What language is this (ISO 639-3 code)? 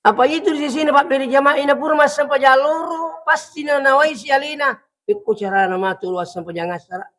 bug